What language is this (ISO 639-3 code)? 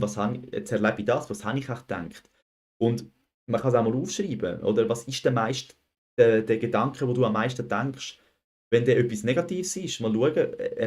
gsw